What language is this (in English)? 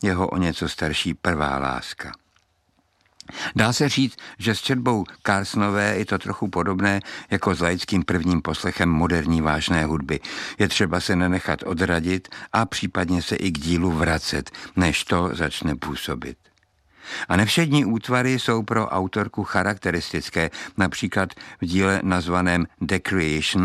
Czech